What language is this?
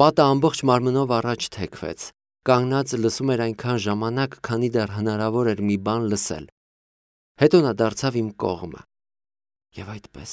Armenian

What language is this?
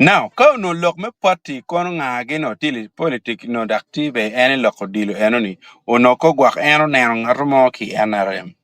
Acoli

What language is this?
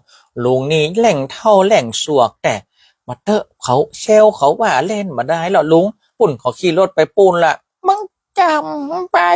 Northern Thai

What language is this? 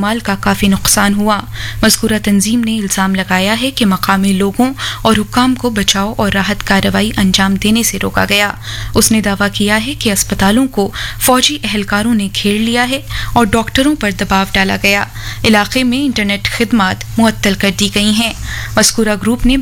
Urdu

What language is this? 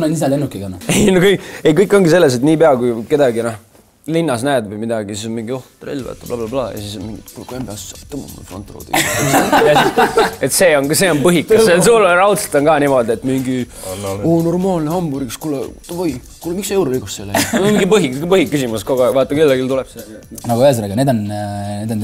Estonian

